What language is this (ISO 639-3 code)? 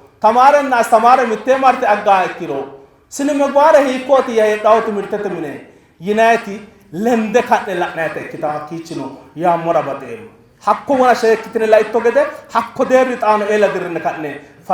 sid